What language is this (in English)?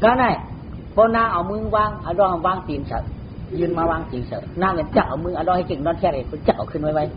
Shan